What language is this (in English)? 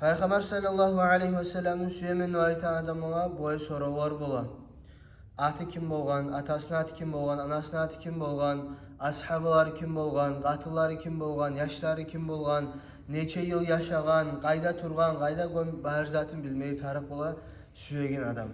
Kumyk